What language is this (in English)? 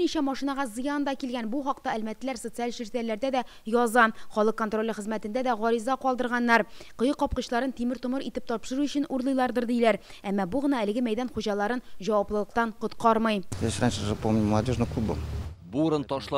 Tatar